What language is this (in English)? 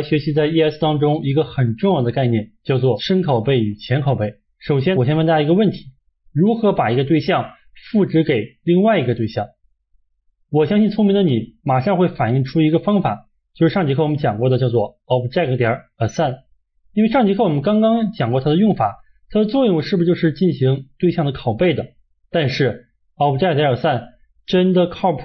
Chinese